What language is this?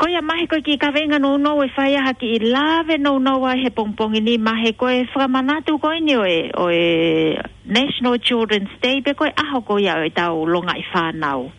Tongan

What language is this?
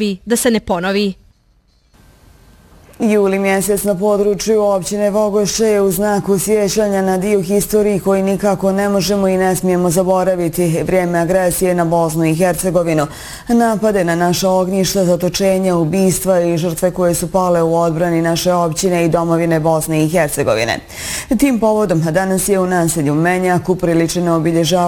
Bosnian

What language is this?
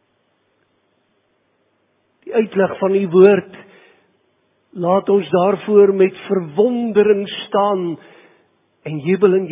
Afrikaans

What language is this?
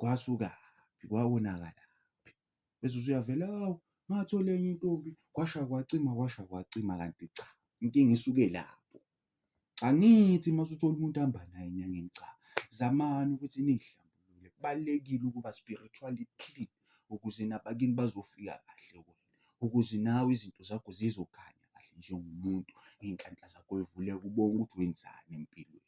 Zulu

